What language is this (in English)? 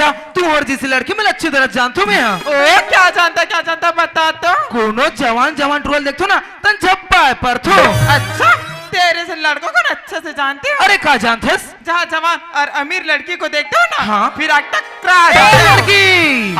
Chhattisgarhi